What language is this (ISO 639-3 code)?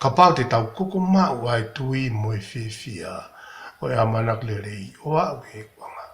ton